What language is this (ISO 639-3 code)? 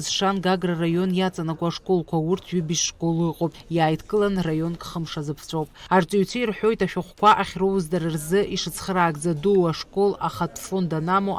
abk